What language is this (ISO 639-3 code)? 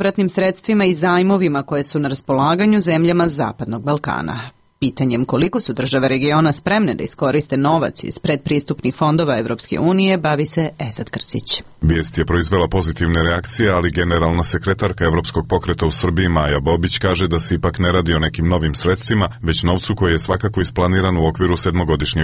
srp